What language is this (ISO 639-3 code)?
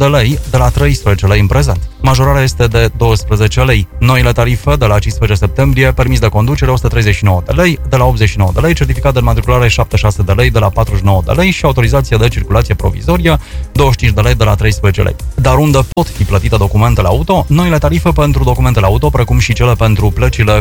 ron